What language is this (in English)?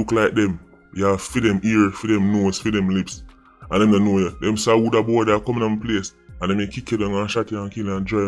Jamaican Creole English